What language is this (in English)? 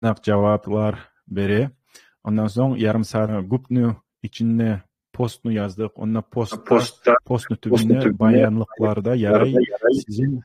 Kumyk